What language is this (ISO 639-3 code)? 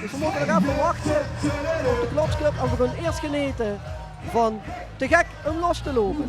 lim